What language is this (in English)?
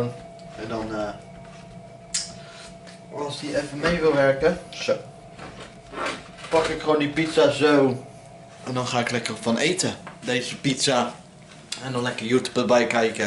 Dutch